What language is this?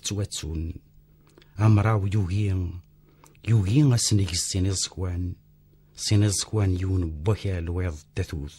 Kabyle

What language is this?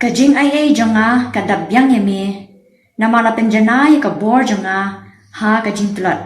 Khasi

